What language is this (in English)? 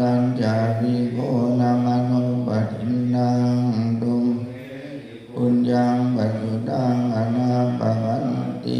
Pali